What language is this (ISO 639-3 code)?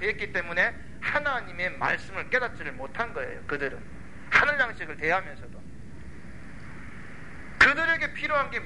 kor